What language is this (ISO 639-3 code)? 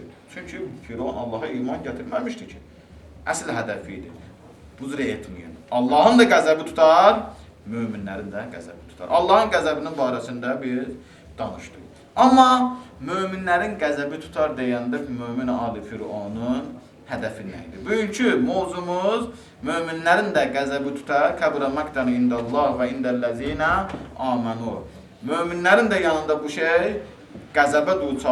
aze